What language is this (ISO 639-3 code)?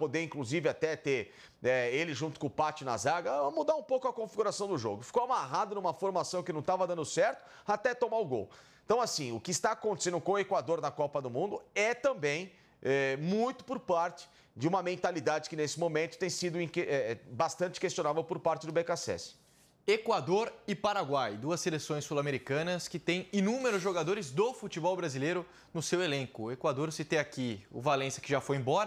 por